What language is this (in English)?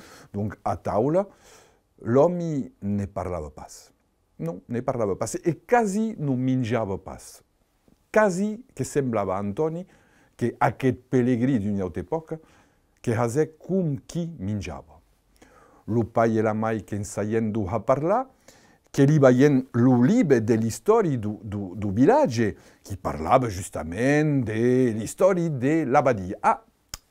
Occitan